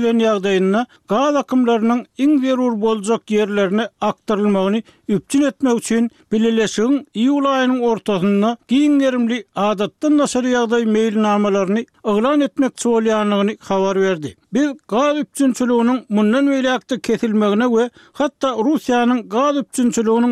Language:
Turkmen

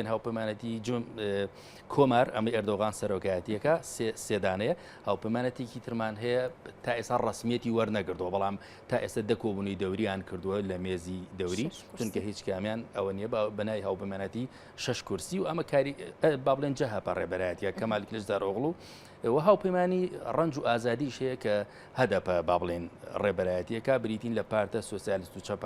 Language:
Central Kurdish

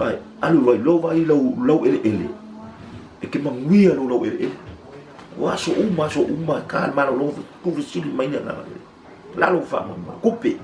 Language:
Samoan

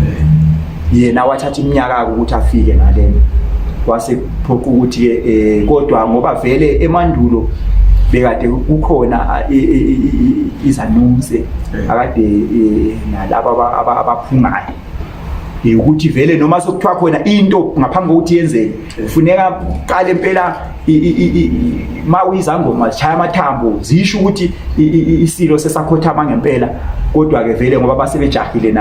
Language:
Zulu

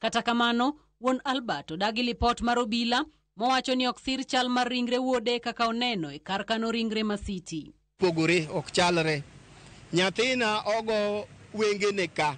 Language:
Luo (Kenya and Tanzania)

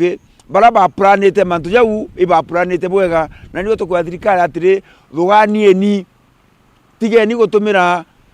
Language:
Meru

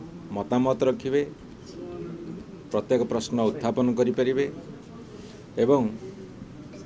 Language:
Odia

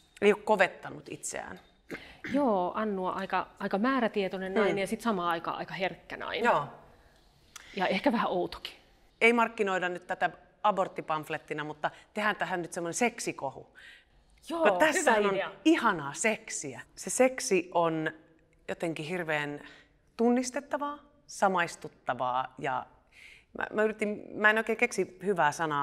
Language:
Finnish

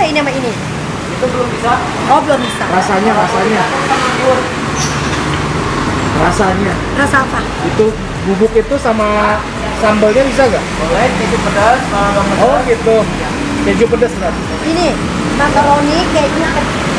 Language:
Indonesian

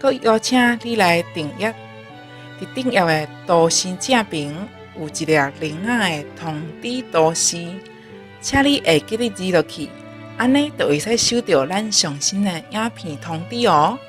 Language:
Min Nan Chinese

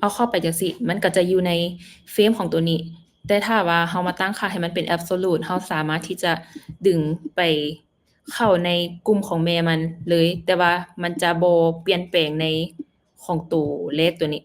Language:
Lao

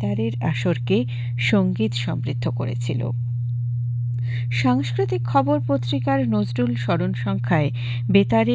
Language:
Bangla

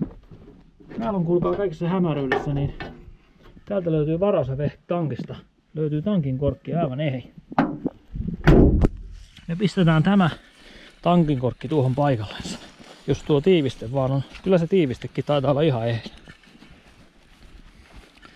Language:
Finnish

